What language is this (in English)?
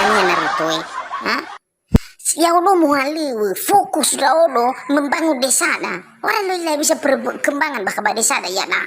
Nias